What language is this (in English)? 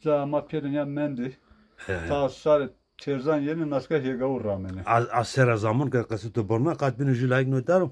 Zaza